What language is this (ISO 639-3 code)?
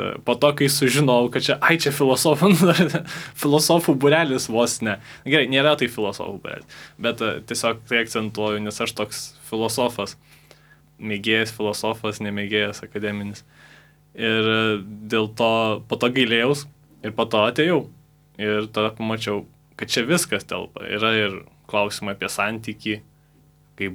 lit